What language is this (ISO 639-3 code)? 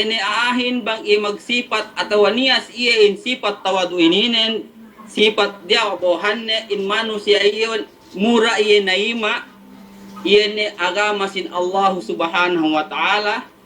yka